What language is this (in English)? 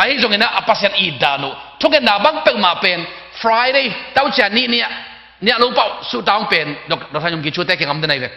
Tedim Chin